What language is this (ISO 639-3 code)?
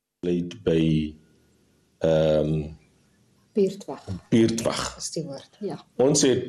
afr